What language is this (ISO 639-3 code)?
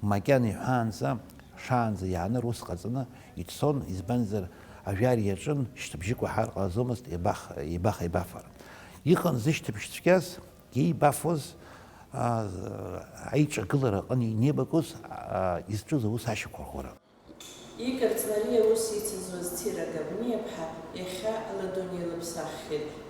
abk